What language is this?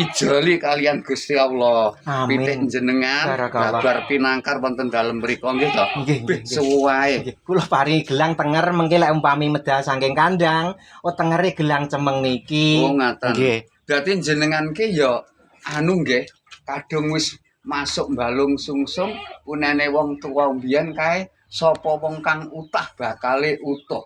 Javanese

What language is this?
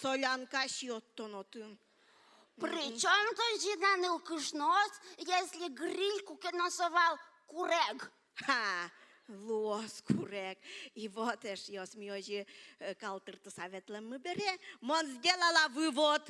Udmurt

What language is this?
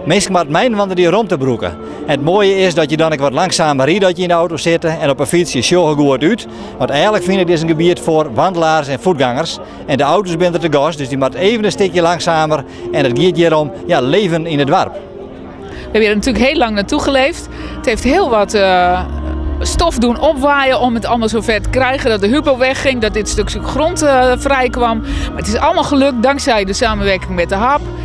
Western Frisian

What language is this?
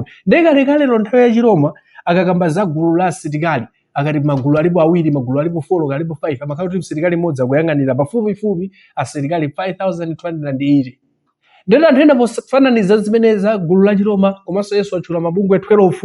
Nyanja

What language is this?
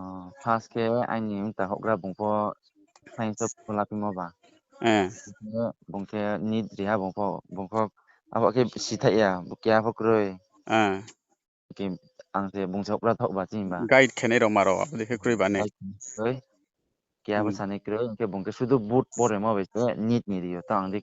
Riang (India)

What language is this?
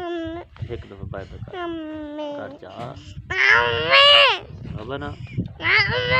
Saraiki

